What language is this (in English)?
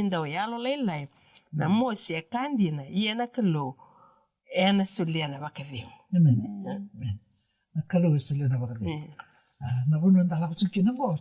Fijian